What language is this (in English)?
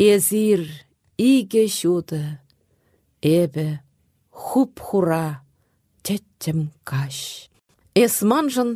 Chuvash